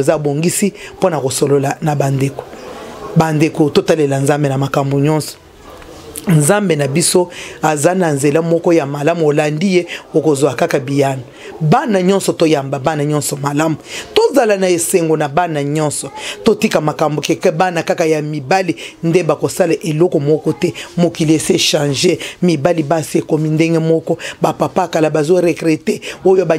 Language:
Lingala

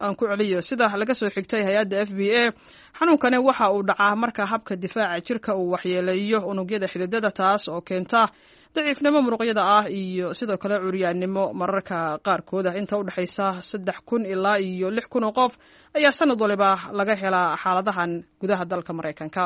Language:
Somali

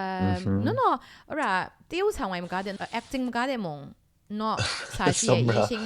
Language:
Kachin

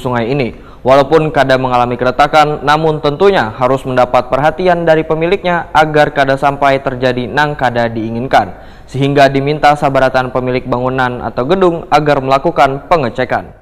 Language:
Banjar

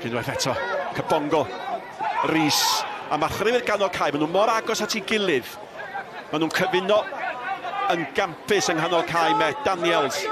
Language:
Welsh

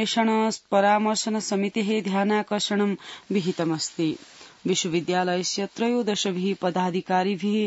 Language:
Sanskrit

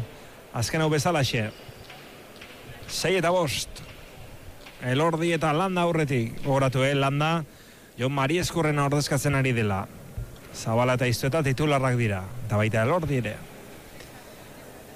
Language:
Basque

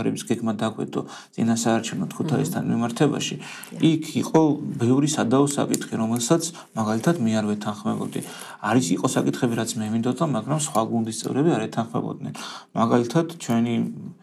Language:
Georgian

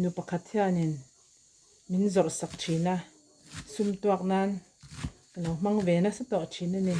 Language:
Mizo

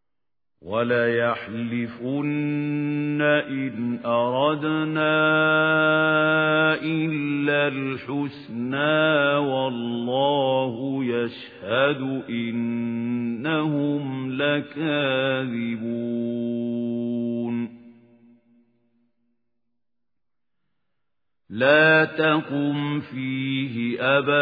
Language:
Arabic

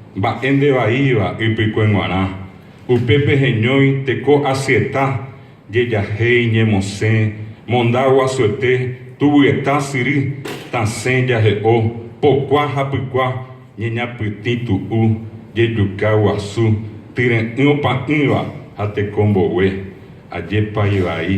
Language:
Guarani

